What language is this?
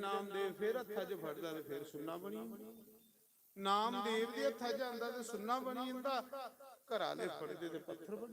Dogri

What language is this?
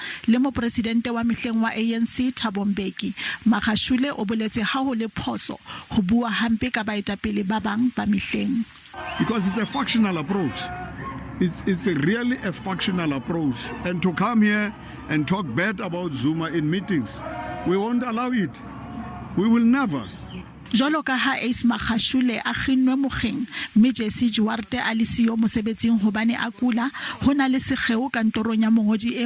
Southern Sotho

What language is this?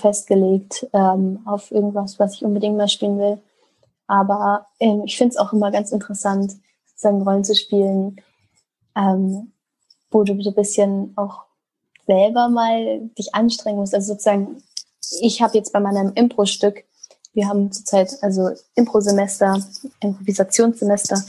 German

